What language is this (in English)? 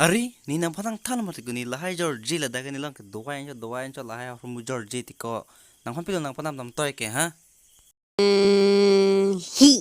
Karbi